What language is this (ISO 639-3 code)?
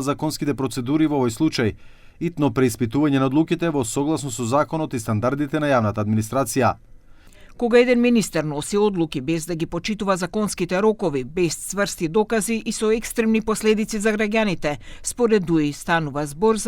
mkd